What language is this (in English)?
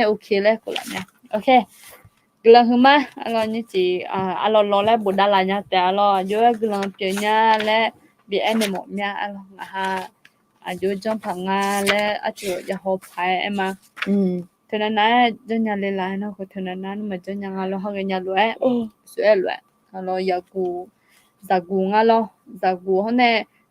Akha